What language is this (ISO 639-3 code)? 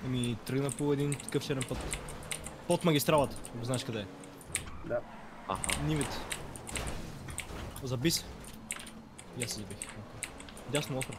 bul